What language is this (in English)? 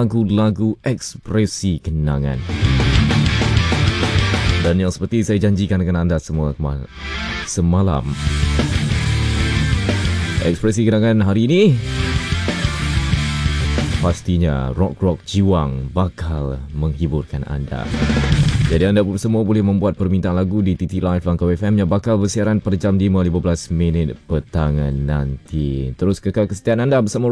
Malay